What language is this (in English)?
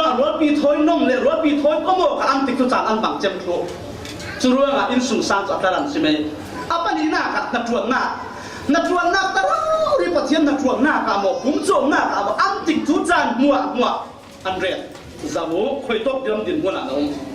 Falam Chin